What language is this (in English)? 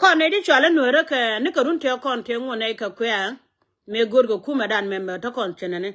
Nuer